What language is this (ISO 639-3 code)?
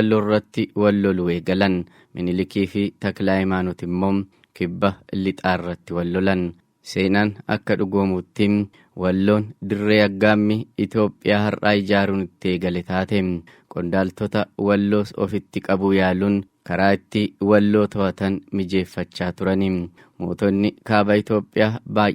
orm